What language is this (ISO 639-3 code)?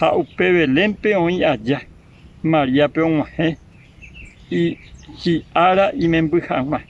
grn